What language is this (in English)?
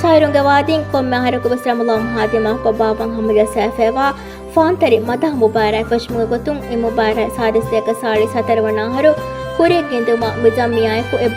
Divehi